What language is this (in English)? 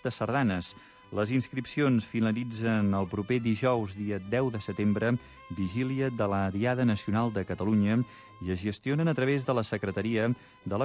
Catalan